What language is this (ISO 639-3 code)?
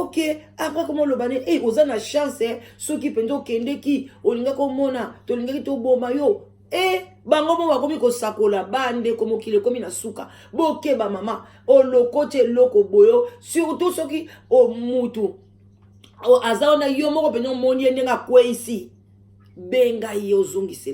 lin